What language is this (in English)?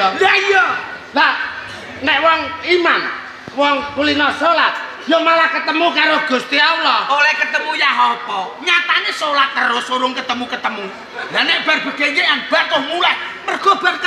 Javanese